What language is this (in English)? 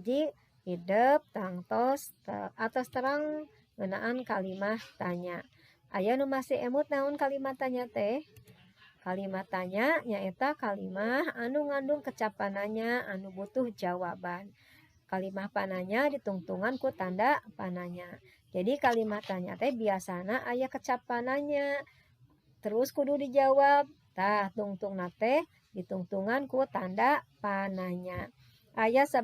Sundanese